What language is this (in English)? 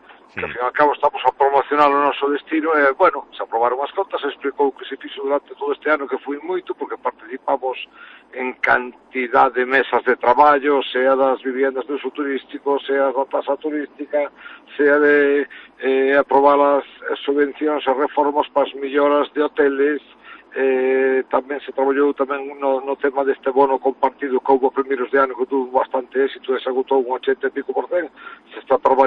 Galician